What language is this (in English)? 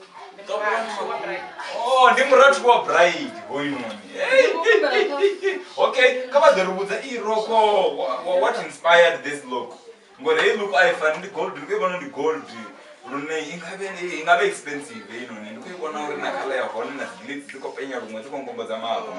Venda